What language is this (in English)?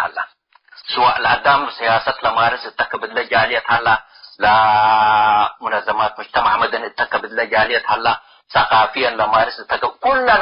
Tigre